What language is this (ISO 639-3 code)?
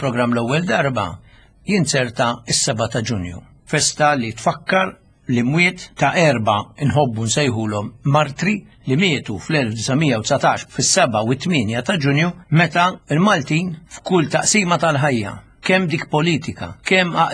mlt